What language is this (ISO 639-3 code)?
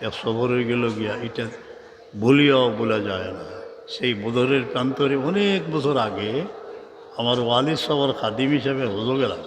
syl